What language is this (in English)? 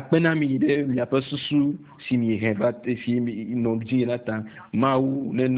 Ewe